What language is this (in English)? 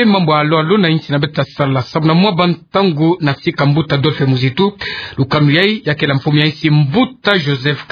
Kituba (Democratic Republic of Congo)